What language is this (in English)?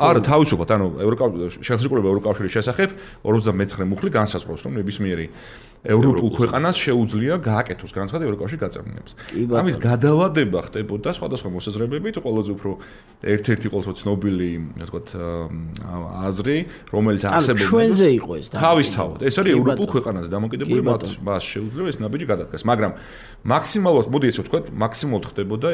Georgian